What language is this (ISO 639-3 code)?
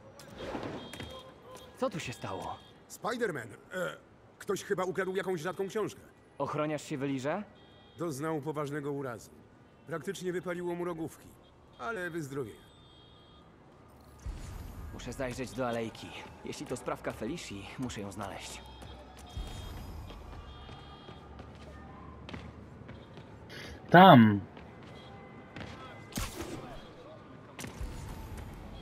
pol